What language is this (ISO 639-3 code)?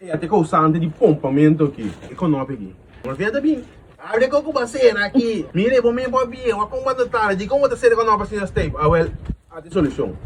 pap